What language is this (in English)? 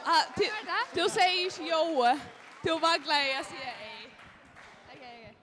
Faroese